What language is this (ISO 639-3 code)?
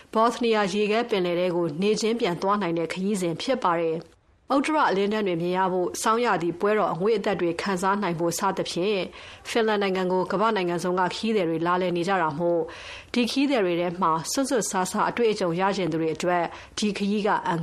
mya